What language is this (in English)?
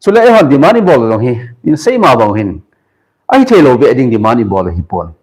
Thado Chin